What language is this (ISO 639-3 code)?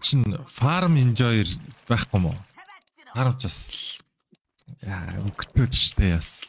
mon